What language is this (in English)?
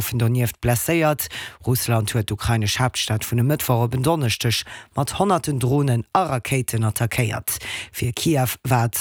Luxembourgish